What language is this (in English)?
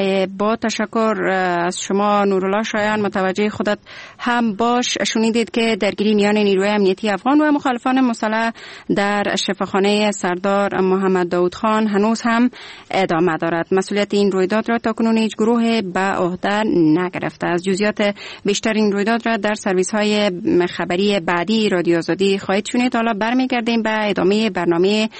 Persian